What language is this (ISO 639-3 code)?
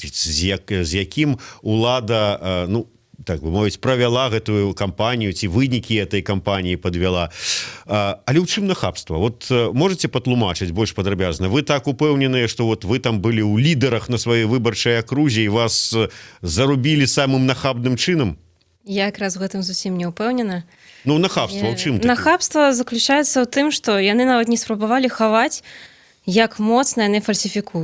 bel